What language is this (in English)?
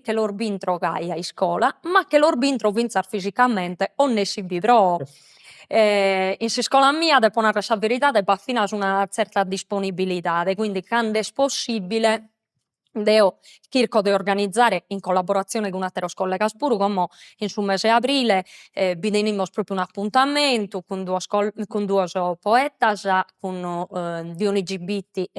Sardinian